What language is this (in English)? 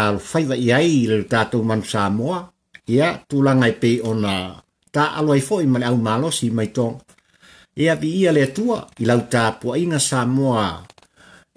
Samoan